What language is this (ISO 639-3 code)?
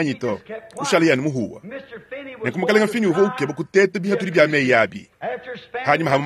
lua